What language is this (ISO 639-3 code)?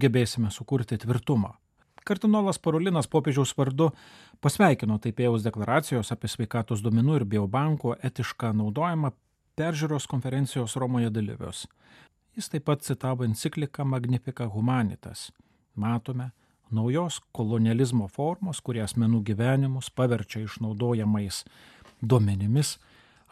lit